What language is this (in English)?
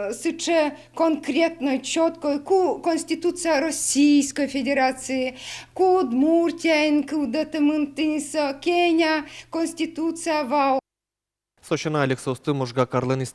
Udmurt